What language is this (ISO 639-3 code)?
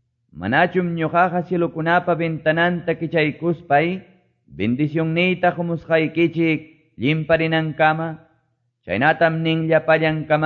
que